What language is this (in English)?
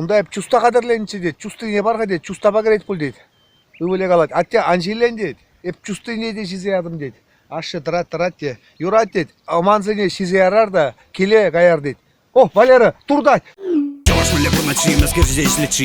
Chuvash